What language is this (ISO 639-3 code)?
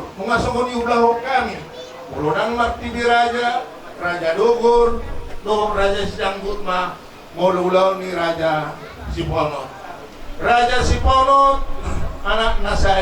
bbc